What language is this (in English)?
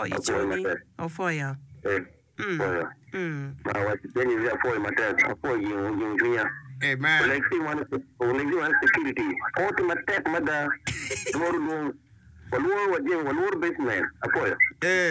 Acoli